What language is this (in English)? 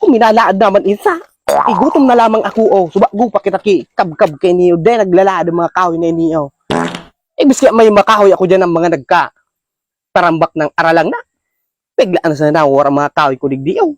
Bikol